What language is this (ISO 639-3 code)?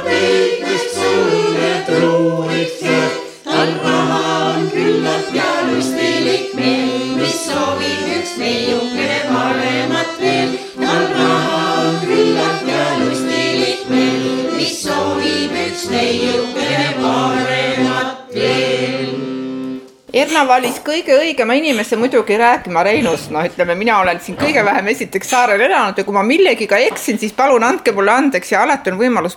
est